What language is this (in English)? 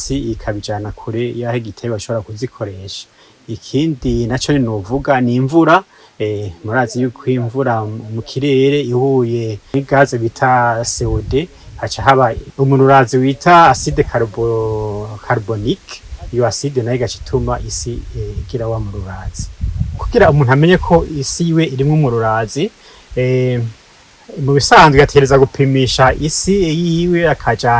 Rundi